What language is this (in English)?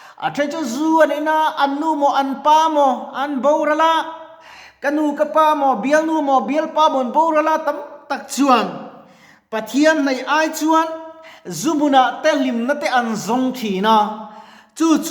Mizo